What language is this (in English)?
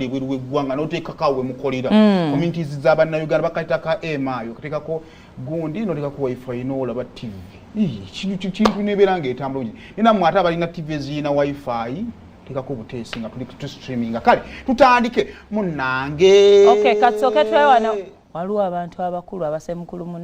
Ganda